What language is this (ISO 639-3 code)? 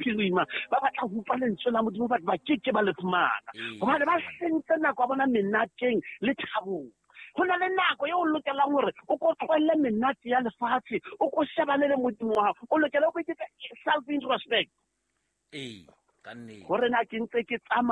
sot